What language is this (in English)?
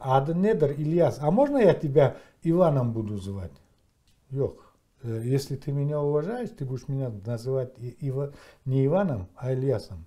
Crimean Tatar